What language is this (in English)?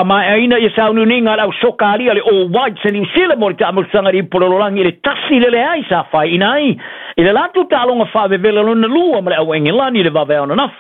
Samoan